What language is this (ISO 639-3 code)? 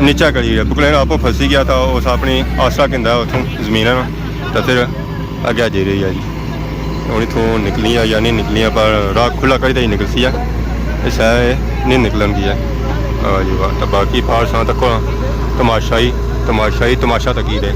phr